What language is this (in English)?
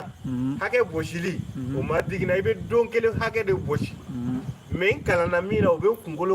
Bambara